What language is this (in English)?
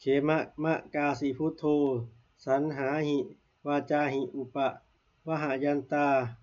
Pali